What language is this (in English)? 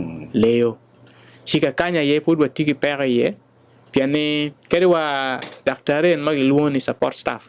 Acoli